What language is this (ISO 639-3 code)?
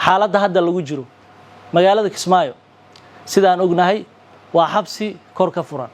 som